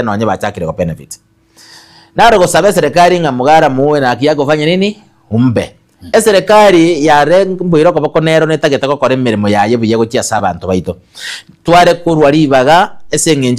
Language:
Gusii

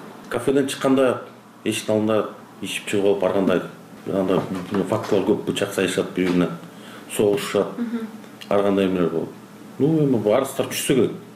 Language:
Kyrgyz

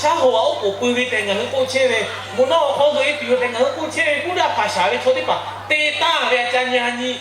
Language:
Lahu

